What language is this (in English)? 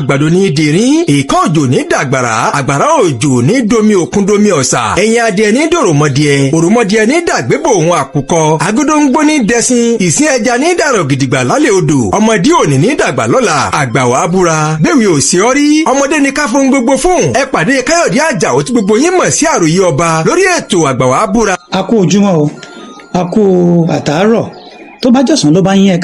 Yoruba